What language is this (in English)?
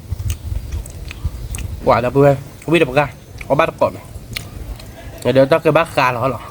S'gaw Karen